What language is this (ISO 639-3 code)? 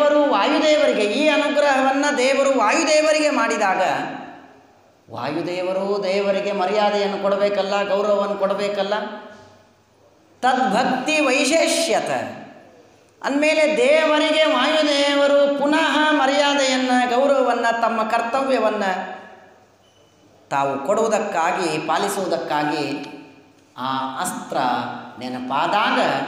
kan